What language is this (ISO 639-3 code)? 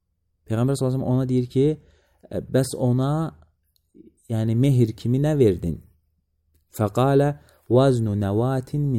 aze